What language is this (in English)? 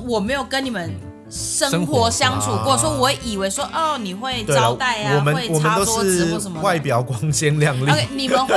Chinese